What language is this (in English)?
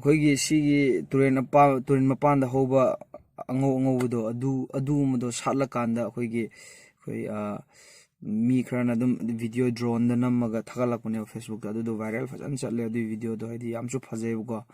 Manipuri